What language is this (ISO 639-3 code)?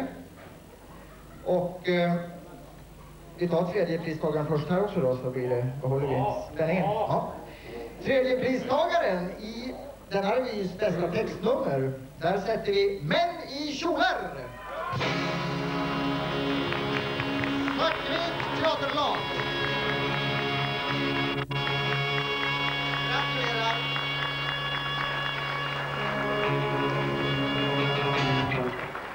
swe